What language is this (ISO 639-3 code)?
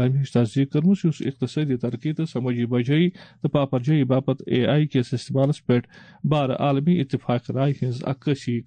kas